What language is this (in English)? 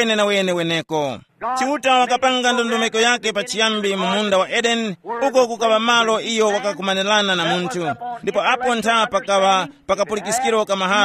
Tumbuka